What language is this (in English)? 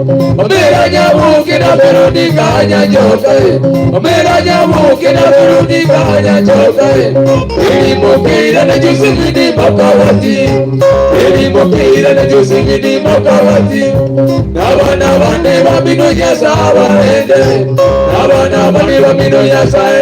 Gusii